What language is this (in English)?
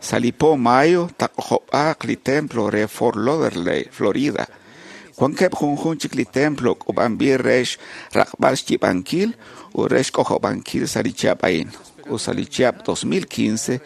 Kekchí